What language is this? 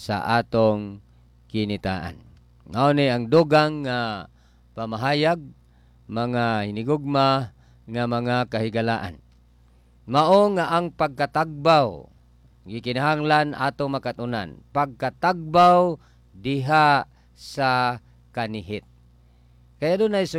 Cebuano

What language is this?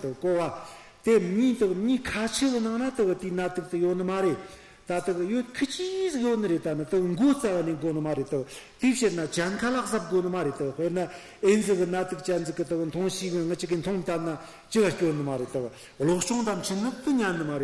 Tibetan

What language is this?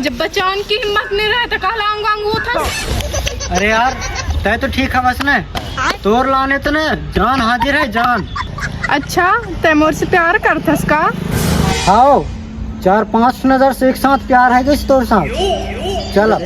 Chhattisgarhi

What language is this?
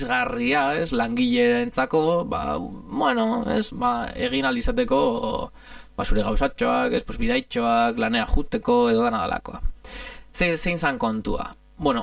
Basque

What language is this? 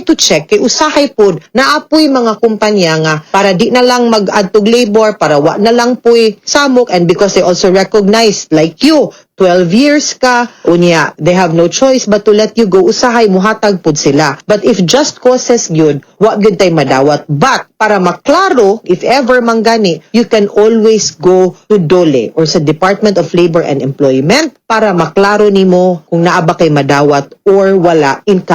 Cebuano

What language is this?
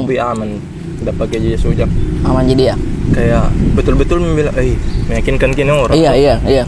Makassar Malay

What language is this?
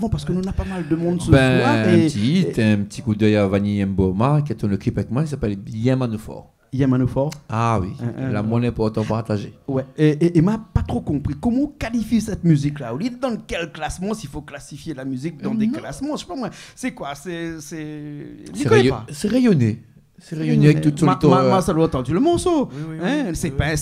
Réunion Creole French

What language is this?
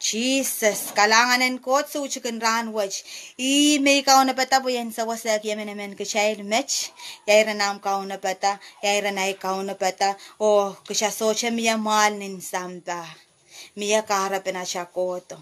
Pohnpeian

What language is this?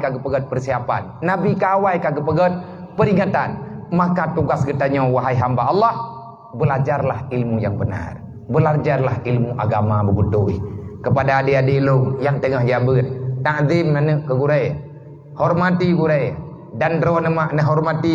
Achinese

